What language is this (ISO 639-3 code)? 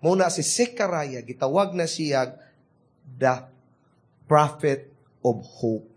ceb